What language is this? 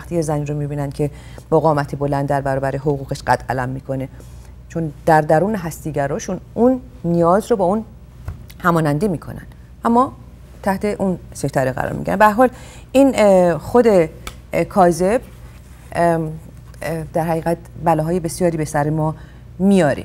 Persian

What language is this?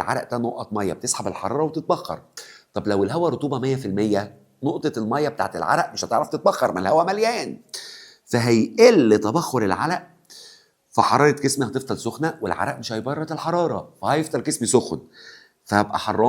Egyptian Arabic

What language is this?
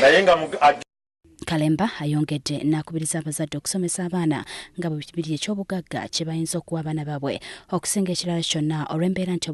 Ganda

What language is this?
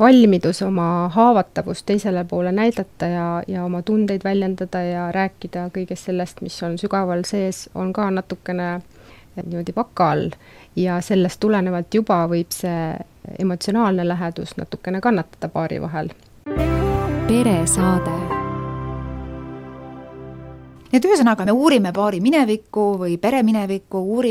Estonian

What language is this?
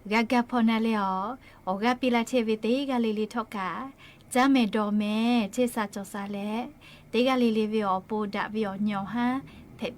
Lahu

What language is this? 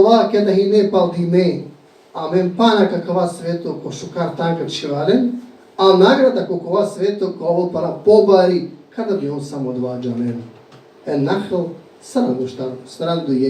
Balkan Romani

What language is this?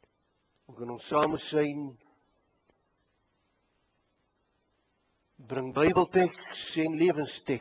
Afrikaans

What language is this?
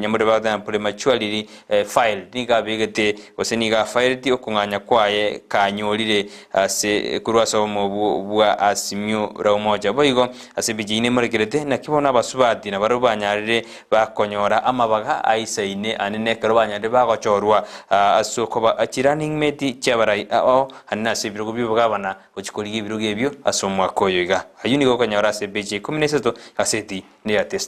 Gusii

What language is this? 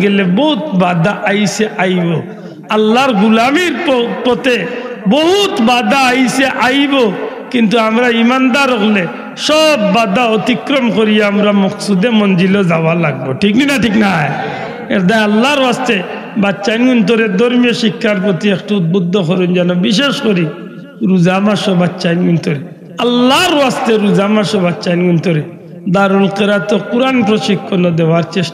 Sylheti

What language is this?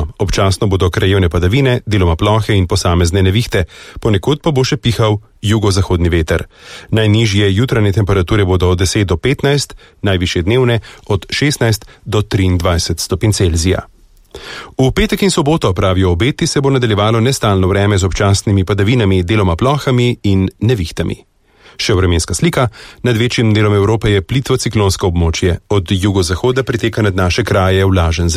Slovenian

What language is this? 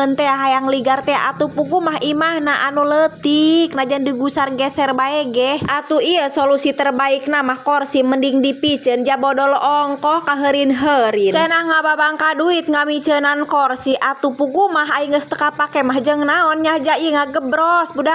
Sundanese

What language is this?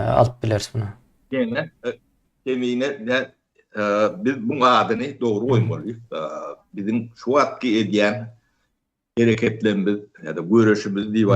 Turkmen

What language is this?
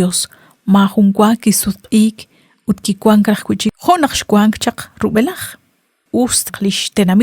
Kekchí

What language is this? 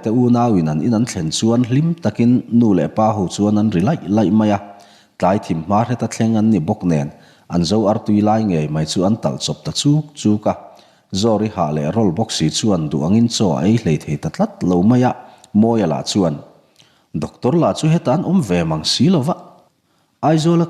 Mizo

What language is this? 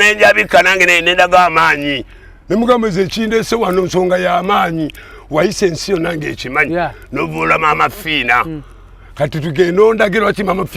Ganda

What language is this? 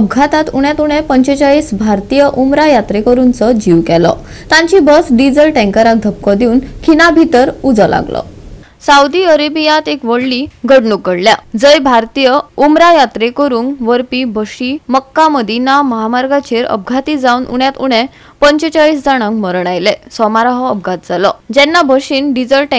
Konkani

